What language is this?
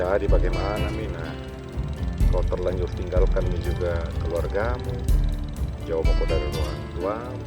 Makassar Malay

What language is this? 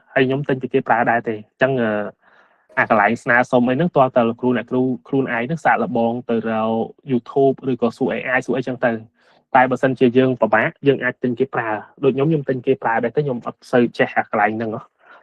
Khmer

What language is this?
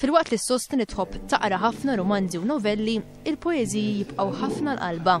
Maltese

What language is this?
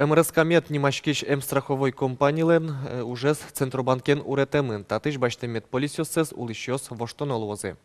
Udmurt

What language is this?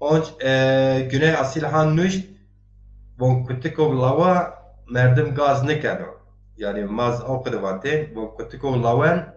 Zaza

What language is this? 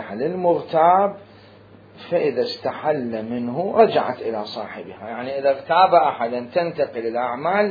Mesopotamian Arabic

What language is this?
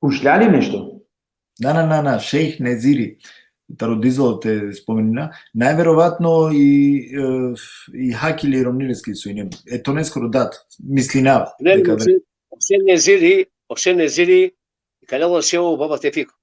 Balkan Romani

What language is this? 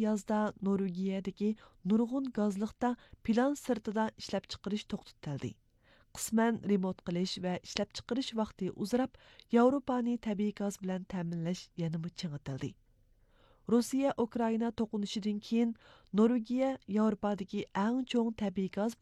Uyghur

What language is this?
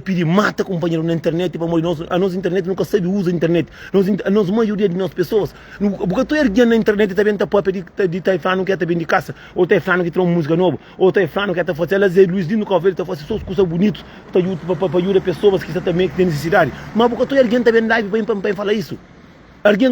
Kabuverdianu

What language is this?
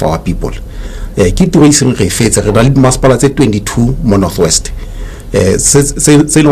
Tswana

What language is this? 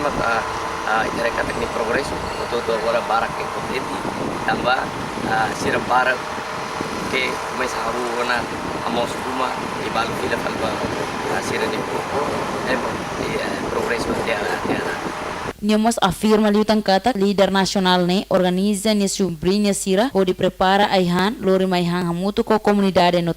Tetum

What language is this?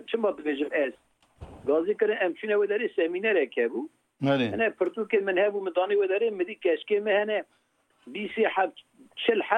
Kurdish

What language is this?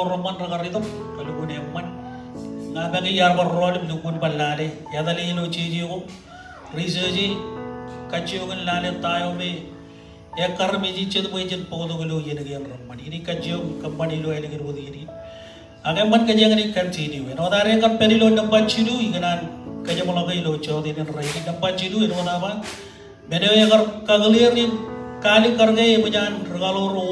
Marshallese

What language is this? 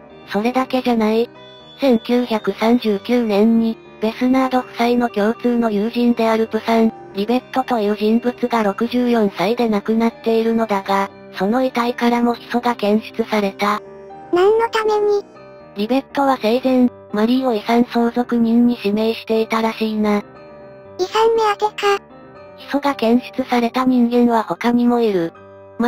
Japanese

